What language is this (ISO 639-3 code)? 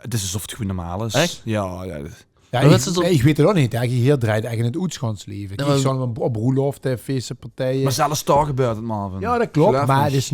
lim